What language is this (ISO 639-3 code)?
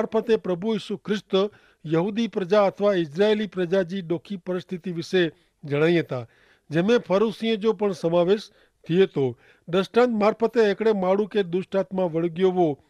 kfr